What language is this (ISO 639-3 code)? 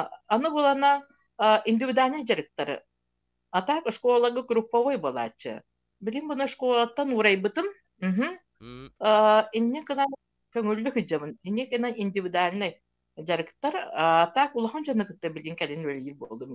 sah